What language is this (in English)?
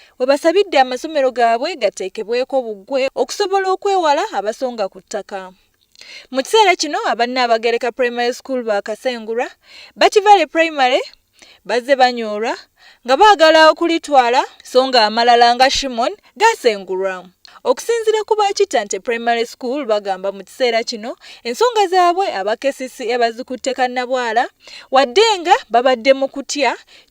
Ganda